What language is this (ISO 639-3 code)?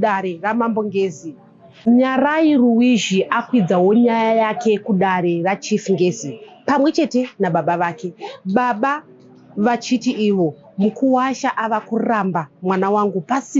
sna